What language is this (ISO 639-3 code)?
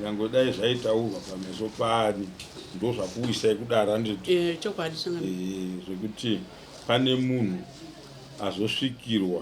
sna